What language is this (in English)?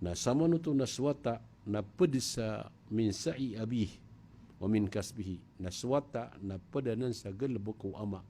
Maranao